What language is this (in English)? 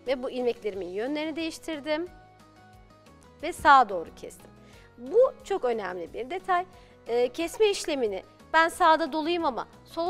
Turkish